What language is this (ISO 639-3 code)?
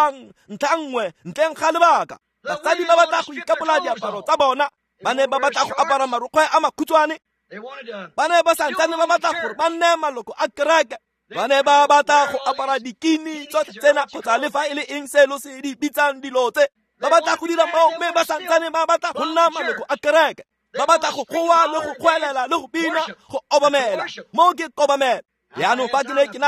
tsn